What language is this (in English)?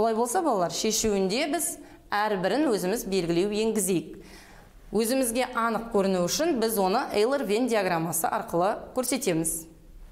Kazakh